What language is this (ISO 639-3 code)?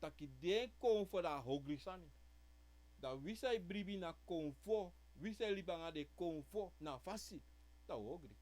srn